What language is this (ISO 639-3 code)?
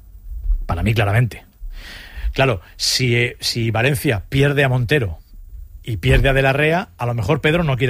spa